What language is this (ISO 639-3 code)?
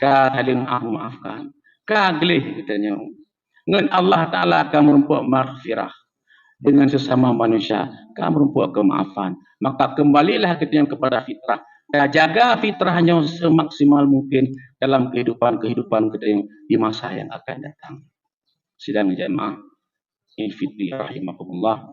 ace